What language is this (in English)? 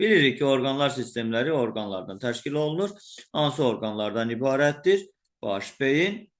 Azerbaijani